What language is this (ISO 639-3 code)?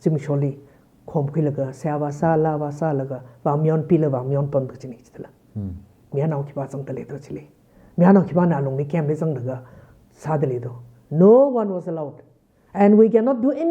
nmf